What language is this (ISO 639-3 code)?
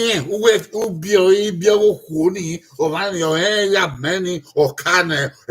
bin